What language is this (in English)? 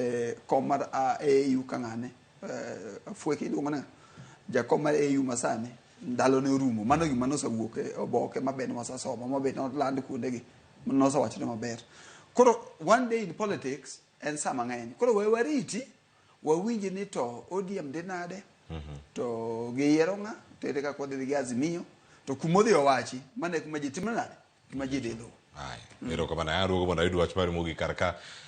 Luo (Kenya and Tanzania)